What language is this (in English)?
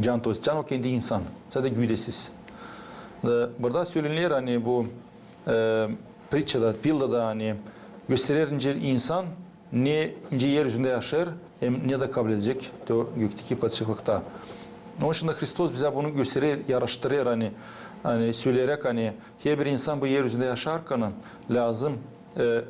Gagauz